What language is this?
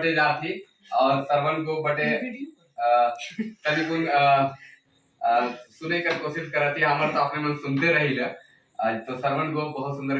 Sadri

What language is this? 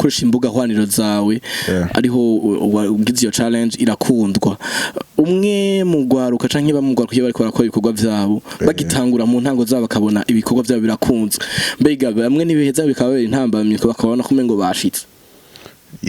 Rundi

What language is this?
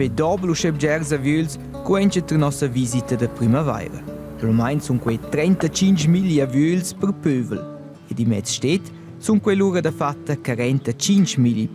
Romansh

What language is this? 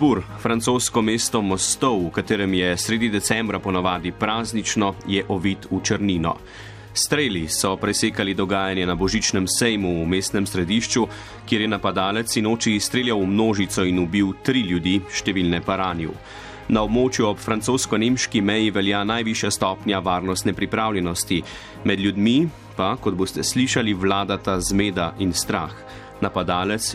Slovenian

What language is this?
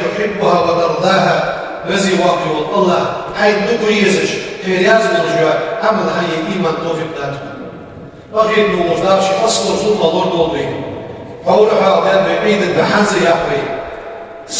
Ingush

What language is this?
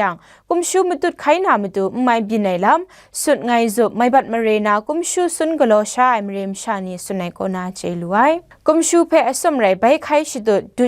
Kachin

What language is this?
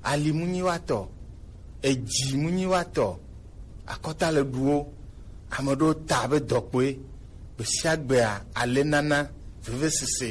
Gen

